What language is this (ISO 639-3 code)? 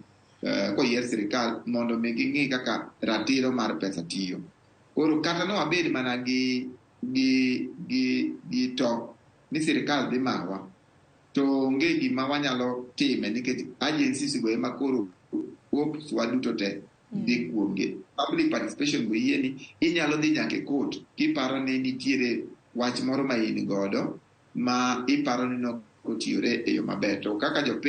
luo